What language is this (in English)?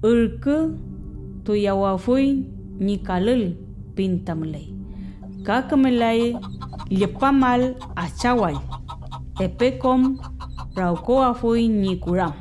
Mapuche